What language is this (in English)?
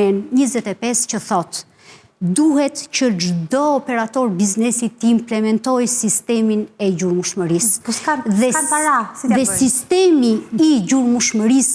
Albanian